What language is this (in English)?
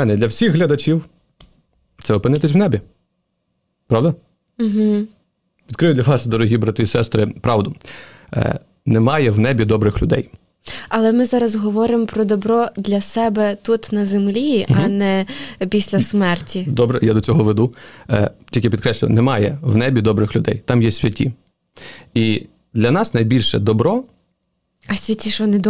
Ukrainian